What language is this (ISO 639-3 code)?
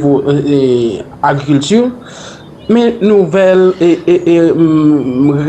hat